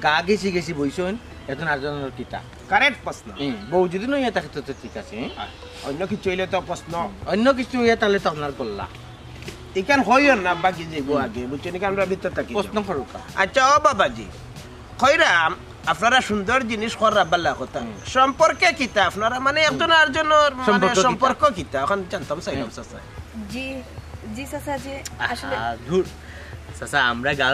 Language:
Sylheti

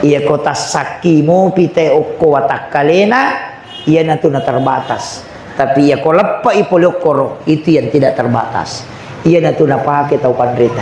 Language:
Buginese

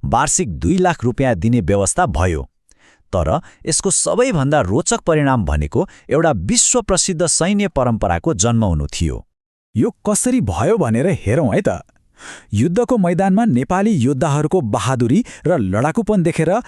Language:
Nepali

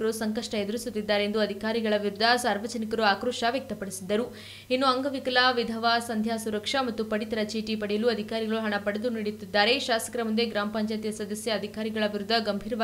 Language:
Kannada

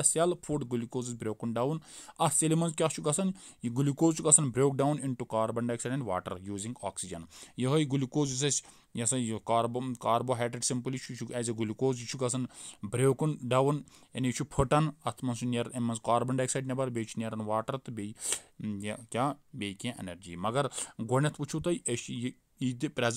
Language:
Kashmiri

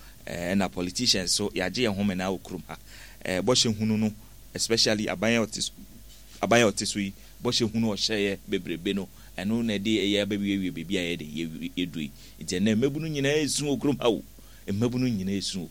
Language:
Akan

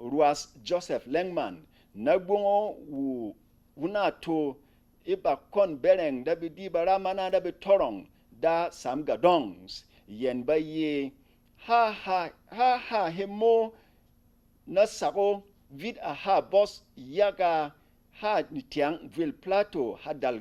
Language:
Berom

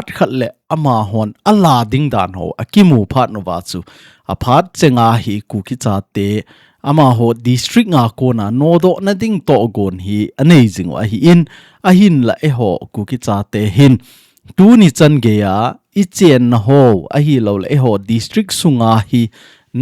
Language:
Thado Chin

